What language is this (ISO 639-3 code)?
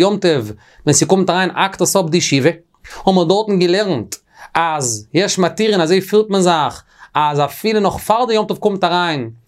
yid